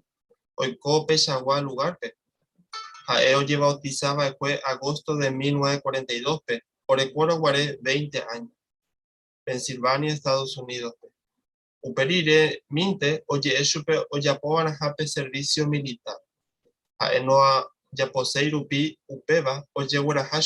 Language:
Guarani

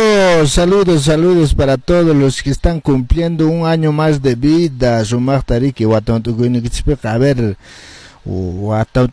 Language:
Quechua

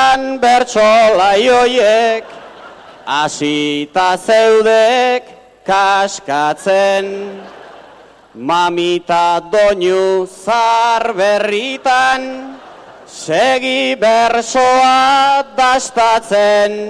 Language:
Basque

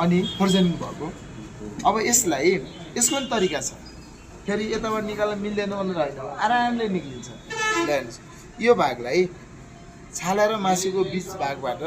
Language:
Nepali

